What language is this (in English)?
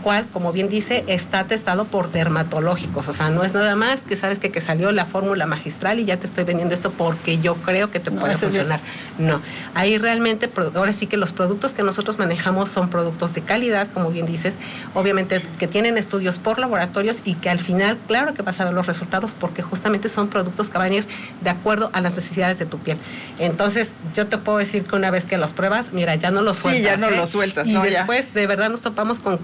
Spanish